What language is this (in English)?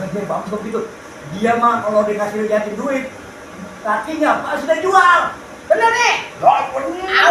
Betawi